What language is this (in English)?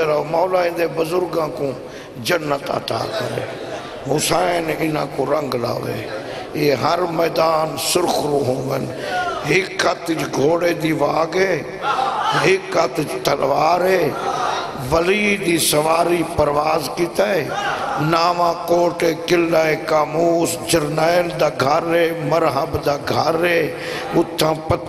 Saraiki